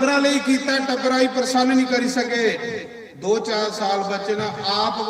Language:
Dogri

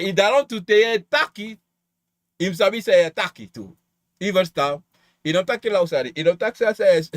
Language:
Sranan Tongo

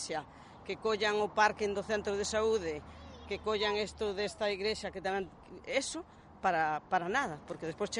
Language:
Galician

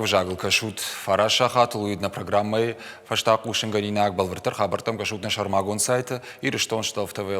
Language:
Ossetic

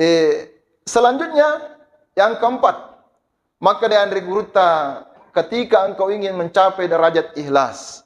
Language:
Buginese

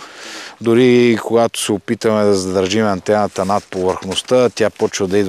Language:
Bulgarian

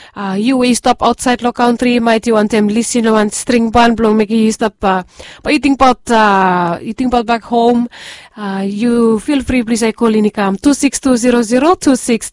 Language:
Bislama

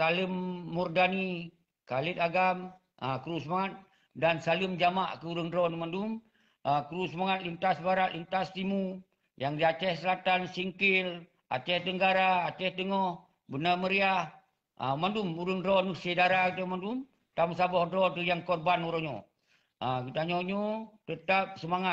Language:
Achinese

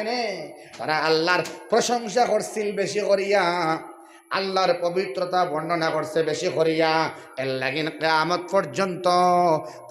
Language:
Sylheti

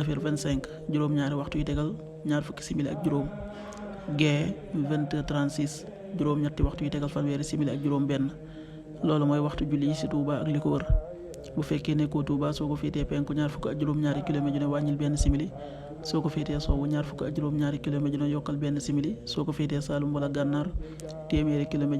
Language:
Wolof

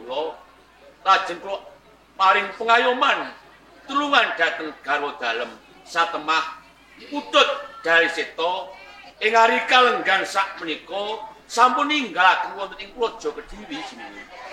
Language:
Javanese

